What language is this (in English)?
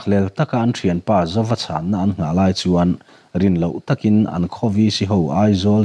Mizo